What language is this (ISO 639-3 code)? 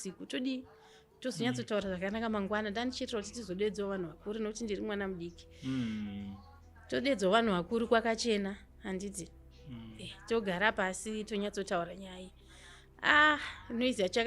sna